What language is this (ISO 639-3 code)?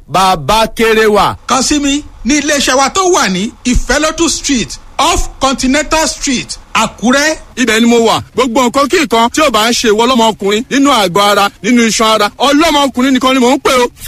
yor